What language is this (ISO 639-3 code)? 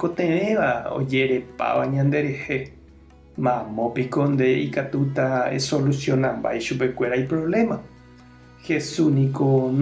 grn